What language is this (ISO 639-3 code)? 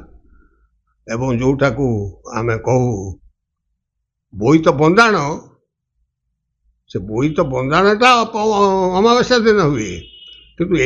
ori